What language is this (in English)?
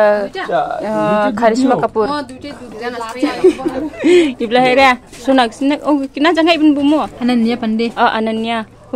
Dimasa